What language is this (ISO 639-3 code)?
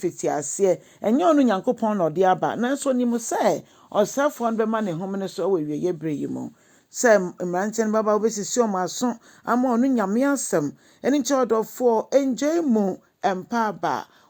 aka